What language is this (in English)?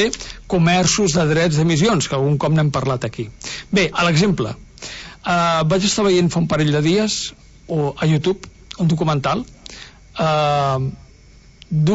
Catalan